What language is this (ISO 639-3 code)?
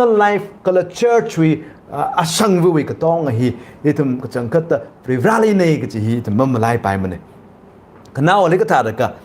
nmf